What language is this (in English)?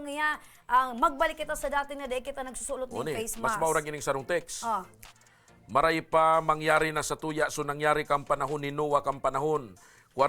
Bikol